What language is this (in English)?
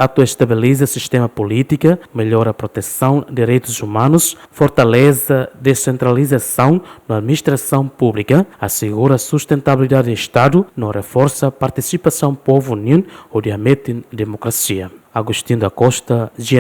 Tetum